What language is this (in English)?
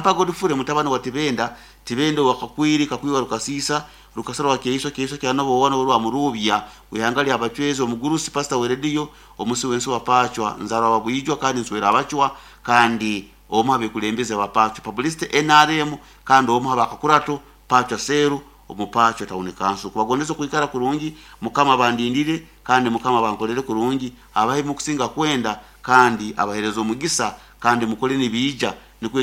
Nyoro